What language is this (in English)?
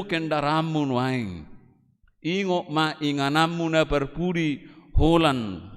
Batak Toba